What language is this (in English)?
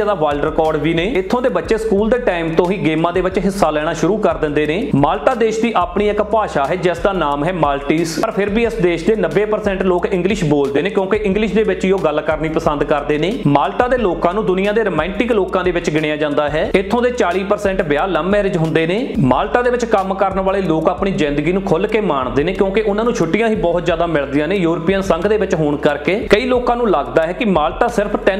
Punjabi